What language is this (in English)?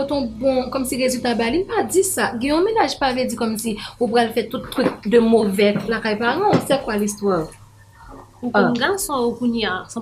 Haitian Creole